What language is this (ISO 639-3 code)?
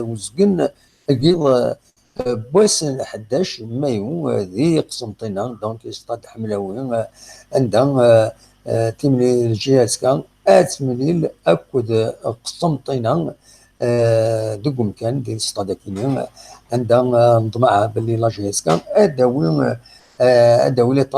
kab